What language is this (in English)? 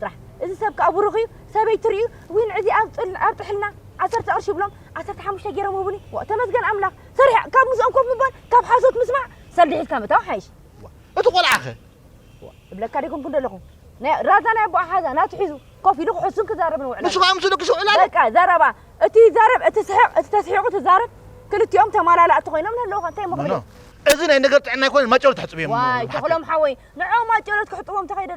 Tigrinya